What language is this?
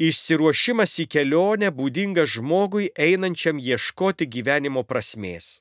Lithuanian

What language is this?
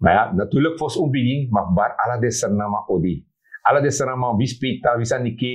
Sranan Tongo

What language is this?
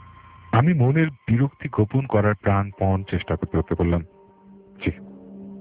Bangla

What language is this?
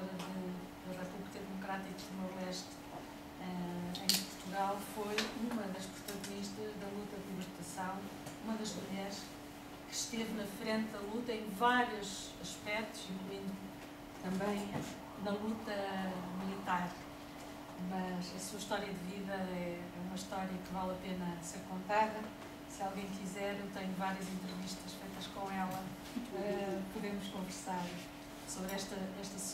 Portuguese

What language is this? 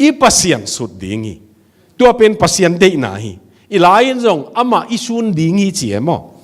Tedim Chin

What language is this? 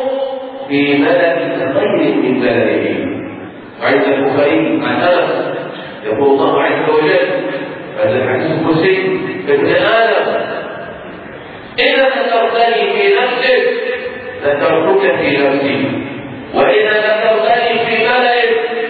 Arabic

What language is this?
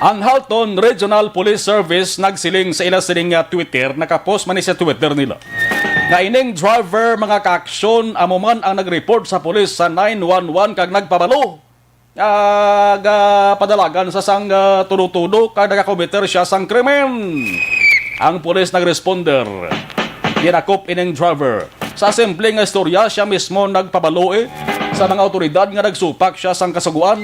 Hiligaynon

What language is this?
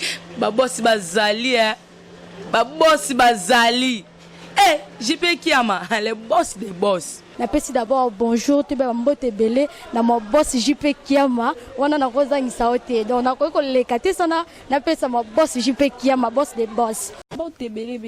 Lingala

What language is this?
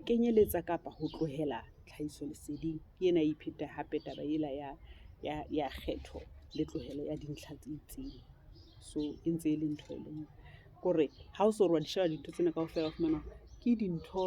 Southern Sotho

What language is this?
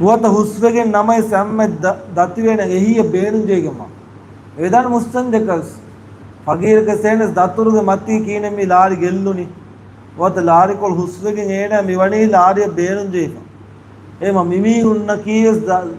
Divehi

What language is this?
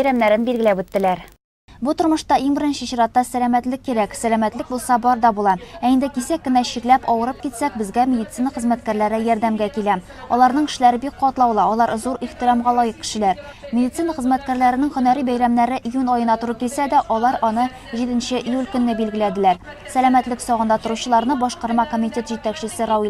Tatar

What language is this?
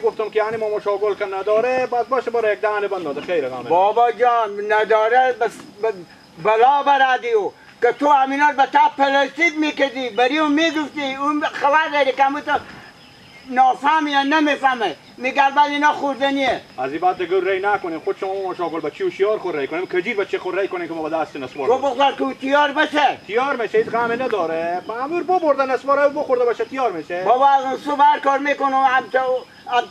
Persian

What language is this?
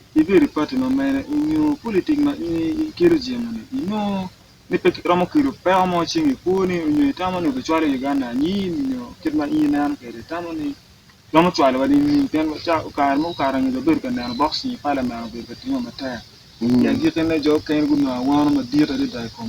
Acoli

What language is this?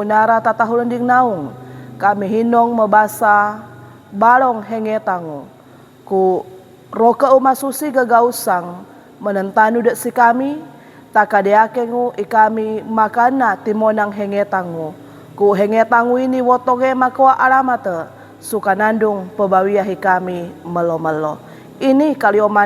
Sangir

